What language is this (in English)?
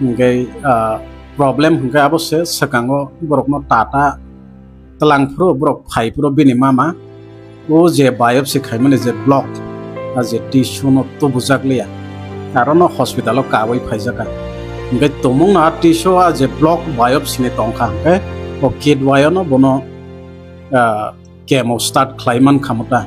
Kok Borok